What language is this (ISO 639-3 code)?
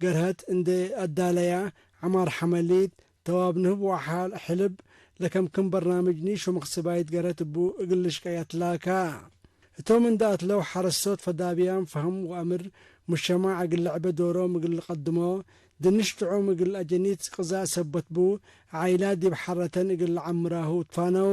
tig